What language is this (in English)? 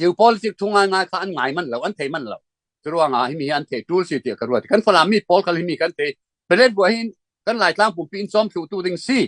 Falam Chin